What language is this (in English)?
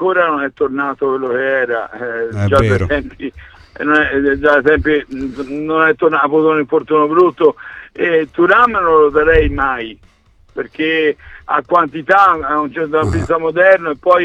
Italian